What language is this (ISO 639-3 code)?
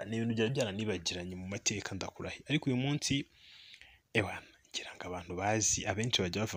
kin